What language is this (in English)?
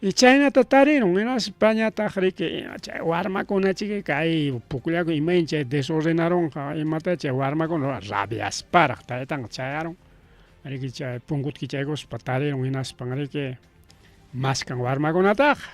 Ayacucho Quechua